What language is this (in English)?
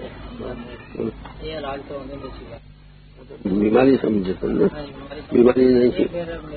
Urdu